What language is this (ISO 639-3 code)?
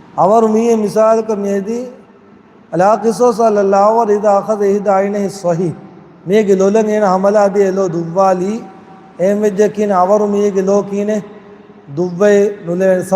div